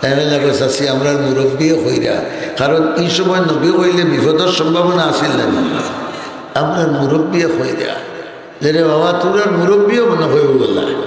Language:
Sylheti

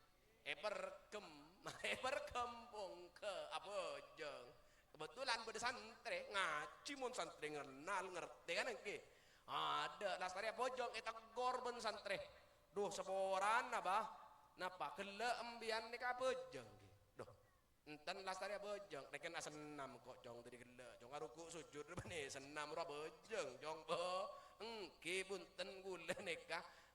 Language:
Madurese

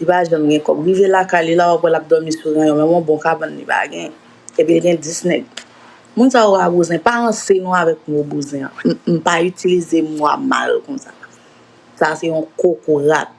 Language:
Haitian Creole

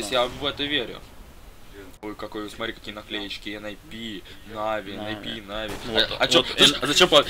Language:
Russian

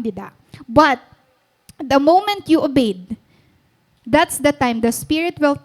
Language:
Waray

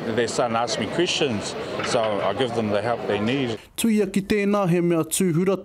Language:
Māori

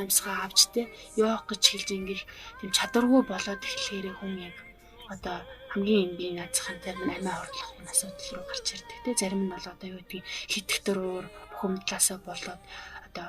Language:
Mongolian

